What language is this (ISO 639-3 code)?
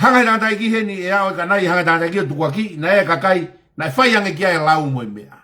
ton